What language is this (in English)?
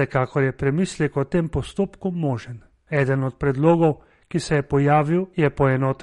Slovenian